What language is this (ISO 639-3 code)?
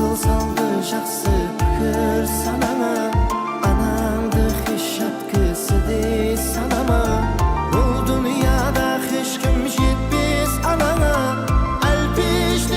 kaa